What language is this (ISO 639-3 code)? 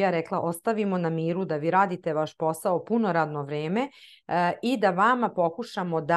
srp